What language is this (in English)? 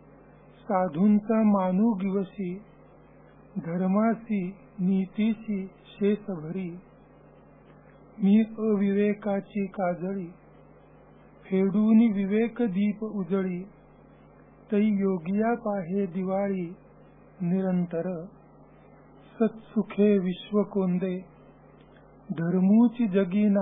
Marathi